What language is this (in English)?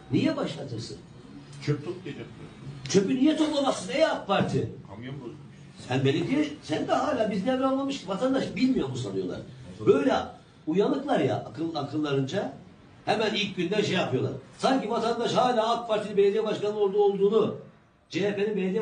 Turkish